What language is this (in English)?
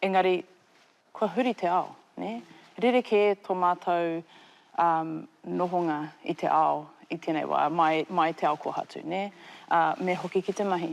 Māori